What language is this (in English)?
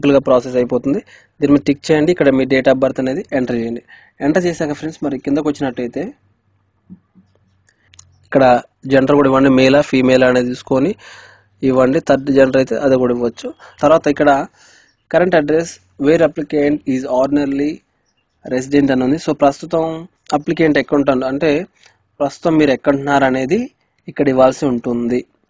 Telugu